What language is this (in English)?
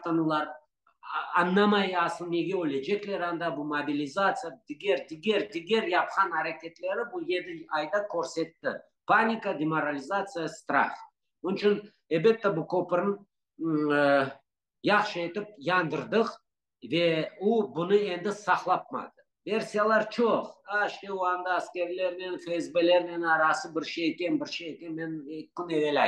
Crimean Tatar